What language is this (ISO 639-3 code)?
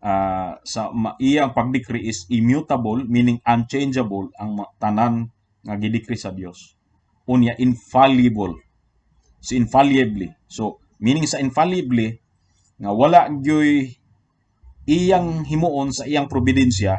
ceb